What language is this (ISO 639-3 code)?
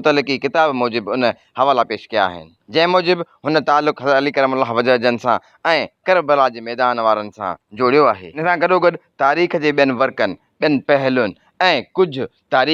snd